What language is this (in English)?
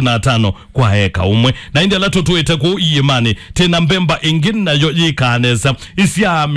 Kamba